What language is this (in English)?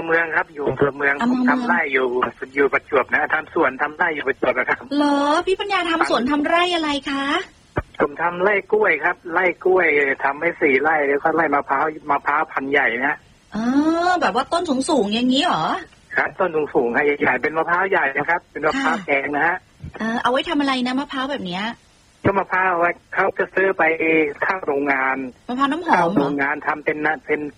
Thai